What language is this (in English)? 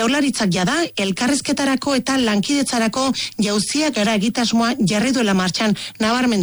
Basque